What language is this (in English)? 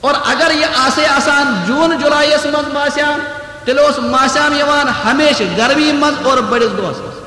Kashmiri